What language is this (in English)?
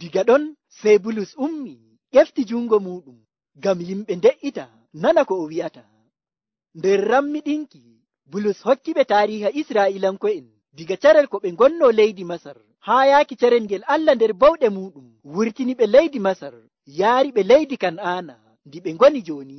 Nigerian Fulfulde